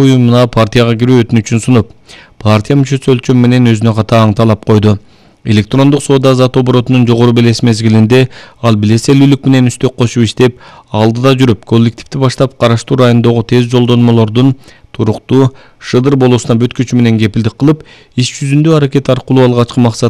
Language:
Kyrgyz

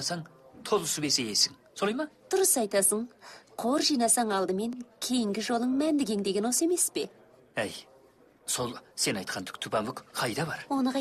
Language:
Kazakh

